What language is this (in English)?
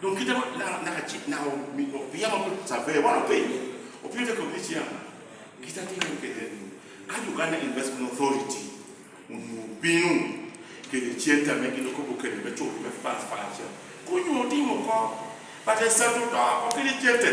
Lango (Uganda)